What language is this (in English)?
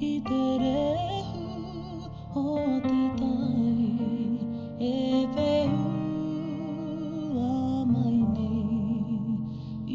Māori